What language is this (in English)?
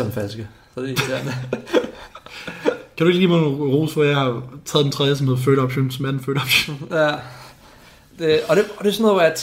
Danish